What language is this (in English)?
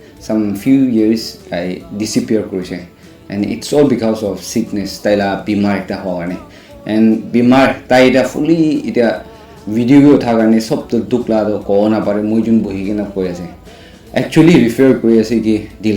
Naga Pidgin